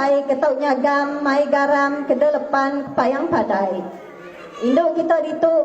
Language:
Iban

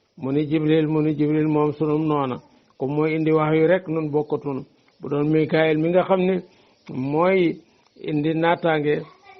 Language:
Wolof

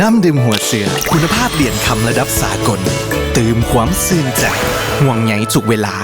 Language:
Lao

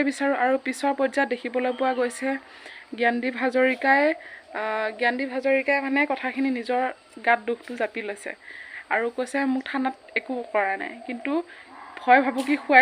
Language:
Assamese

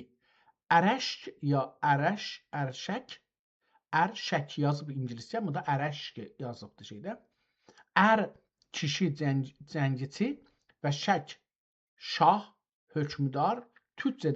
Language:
South Azerbaijani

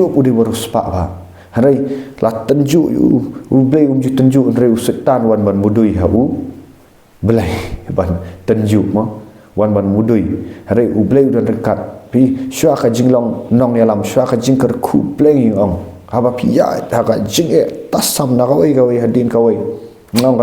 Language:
Khasi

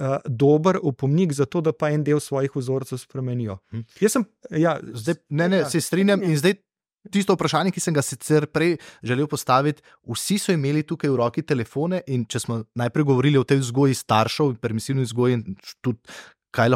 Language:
Slovenian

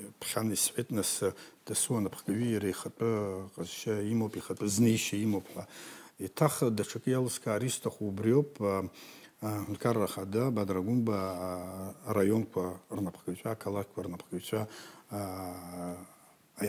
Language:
Abkhazian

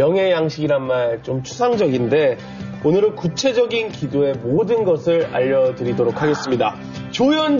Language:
Korean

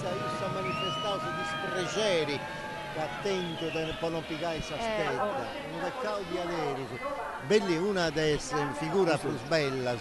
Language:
Sardinian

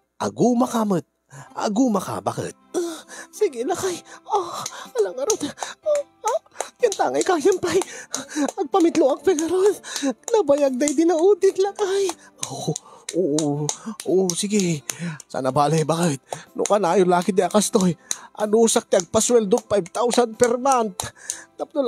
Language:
Iloko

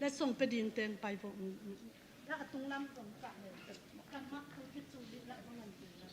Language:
Hakha Chin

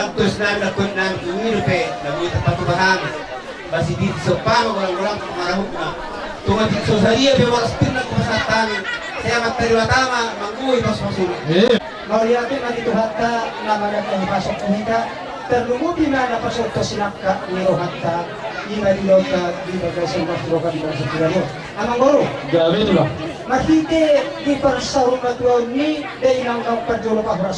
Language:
Batak Toba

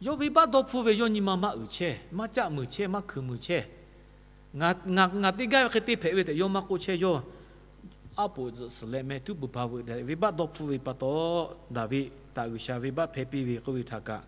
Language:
Lahu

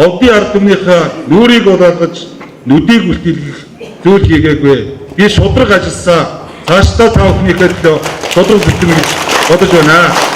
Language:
Mongolian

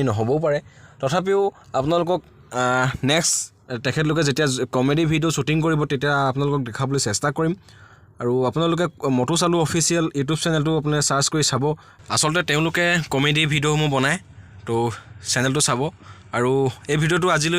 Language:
Assamese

